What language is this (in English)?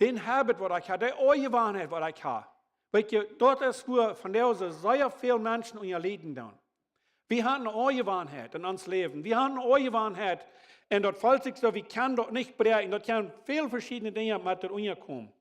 Plautdietsch